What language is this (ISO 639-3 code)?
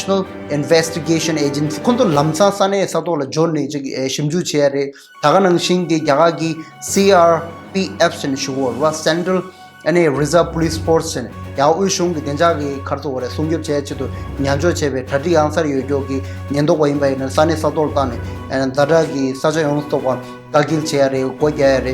bod